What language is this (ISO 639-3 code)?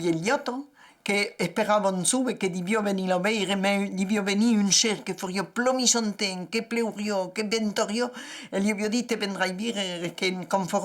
oci